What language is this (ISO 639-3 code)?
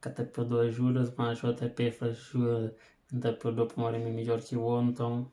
kea